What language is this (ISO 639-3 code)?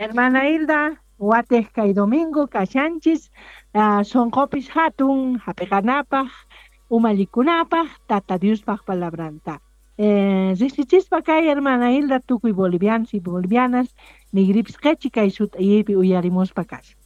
quh